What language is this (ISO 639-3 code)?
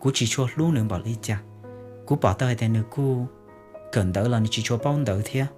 hmn